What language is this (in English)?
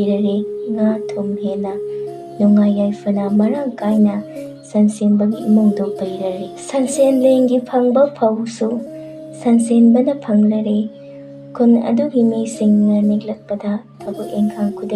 Manipuri